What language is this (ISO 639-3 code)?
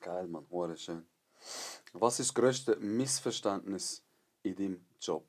gsw